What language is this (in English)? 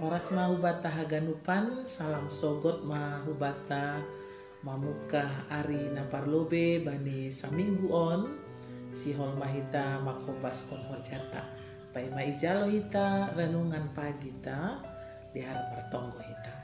Batak Simalungun